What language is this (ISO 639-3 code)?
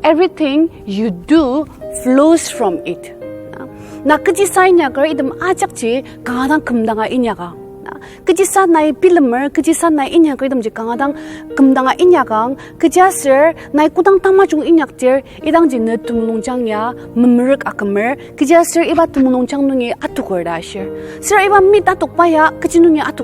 njo